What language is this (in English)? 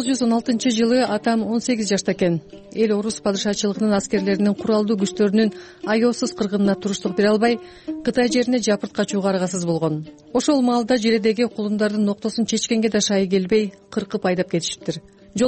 Kyrgyz